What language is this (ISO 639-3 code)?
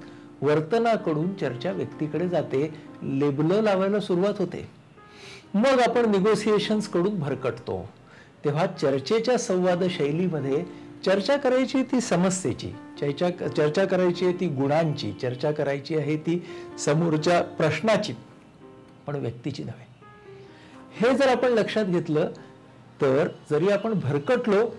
mar